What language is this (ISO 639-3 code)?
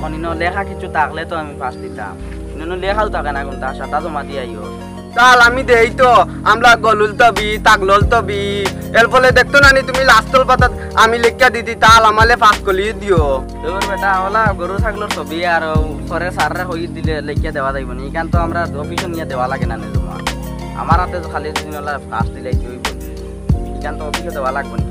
syl